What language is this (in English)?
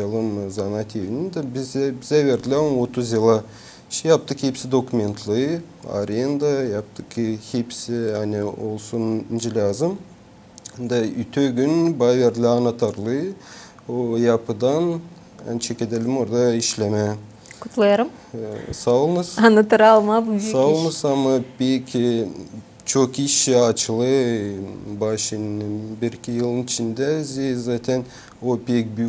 Gagauz